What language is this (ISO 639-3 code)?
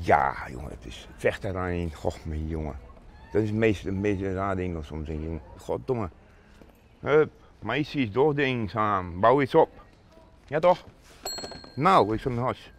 fry